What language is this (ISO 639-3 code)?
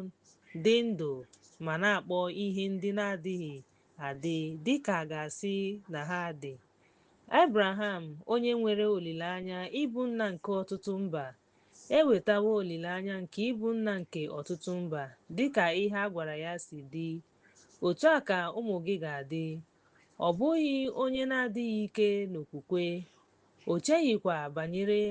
ibo